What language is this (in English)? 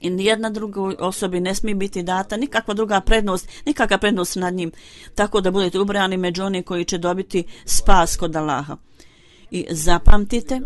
Bosnian